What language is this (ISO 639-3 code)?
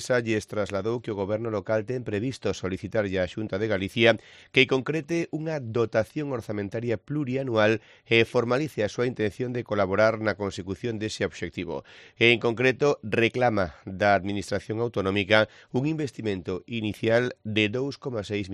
glg